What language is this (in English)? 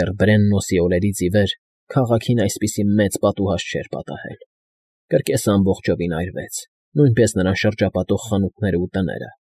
Armenian